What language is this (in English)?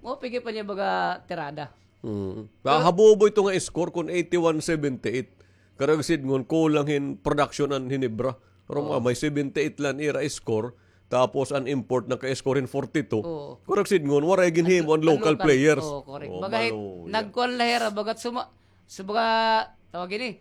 Waray